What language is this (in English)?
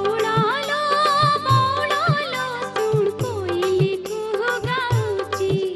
Odia